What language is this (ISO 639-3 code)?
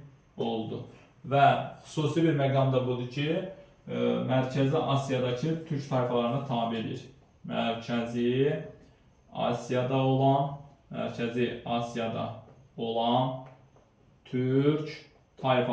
aze